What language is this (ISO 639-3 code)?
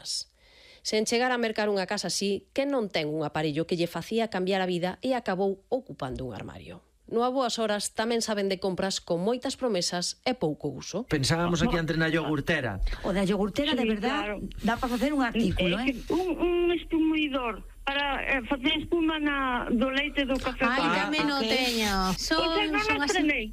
glg